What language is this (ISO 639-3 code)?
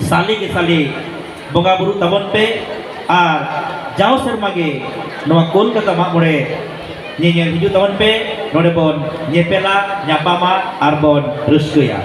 sat